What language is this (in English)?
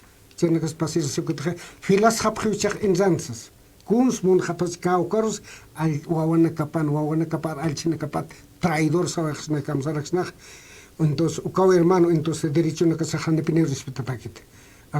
Aymara